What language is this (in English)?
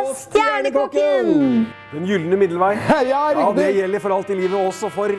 Norwegian